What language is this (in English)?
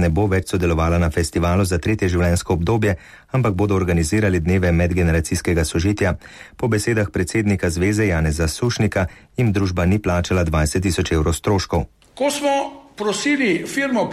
Slovenian